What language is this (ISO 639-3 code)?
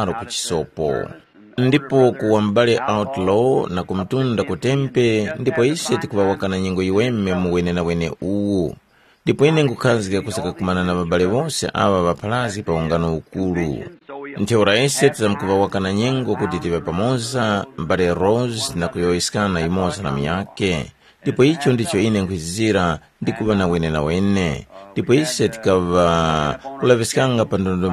tum